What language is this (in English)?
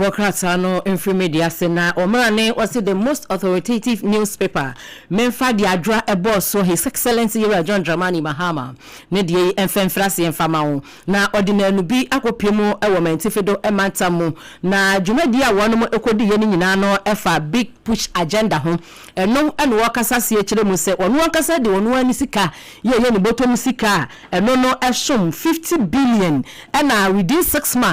Akan